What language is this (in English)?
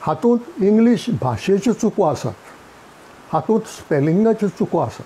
Konkani